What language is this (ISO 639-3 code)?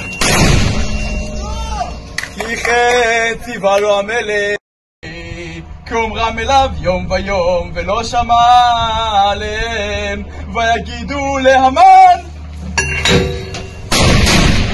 heb